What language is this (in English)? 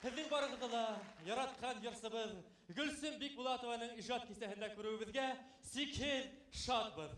Bashkir